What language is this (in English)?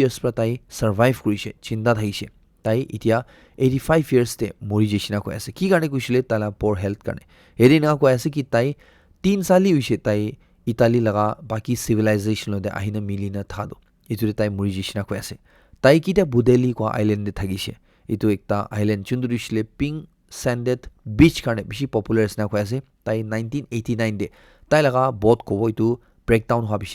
Naga Pidgin